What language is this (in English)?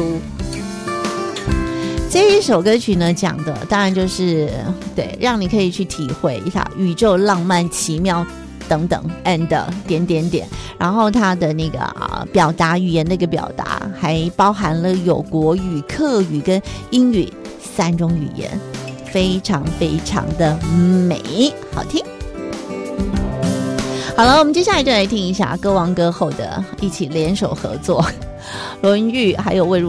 Chinese